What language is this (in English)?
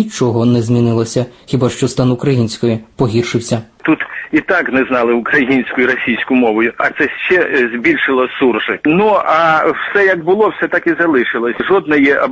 Ukrainian